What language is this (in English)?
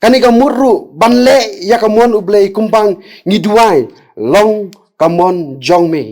Khasi